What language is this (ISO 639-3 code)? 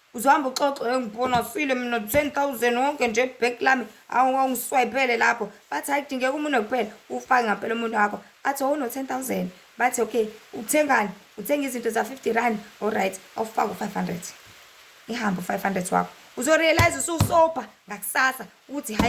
zul